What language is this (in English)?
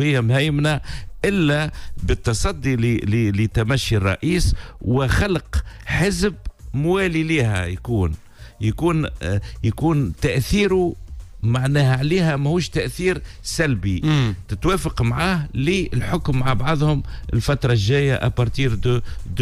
Tunisian Arabic